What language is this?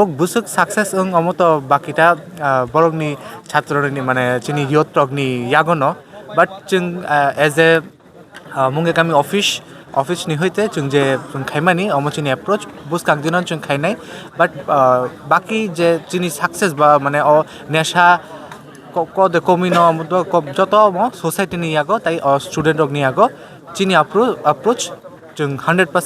Kok Borok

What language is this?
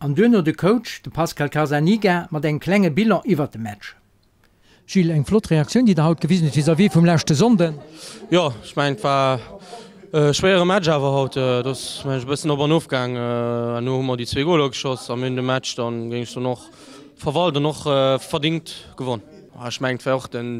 Luxembourgish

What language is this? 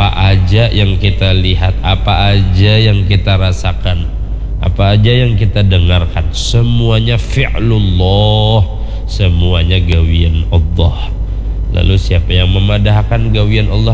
Banjar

